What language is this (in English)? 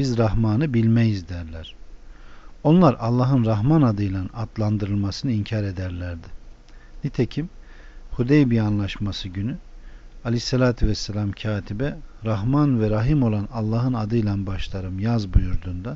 Turkish